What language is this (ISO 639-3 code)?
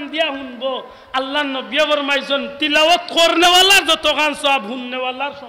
syl